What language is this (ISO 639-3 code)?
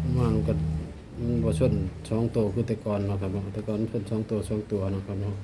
tts